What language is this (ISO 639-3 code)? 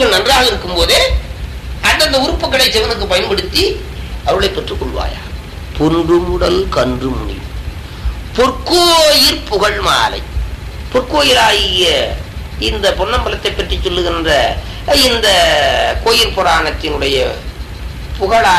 tam